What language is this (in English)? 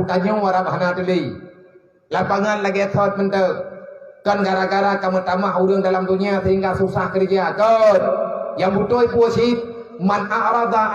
Achinese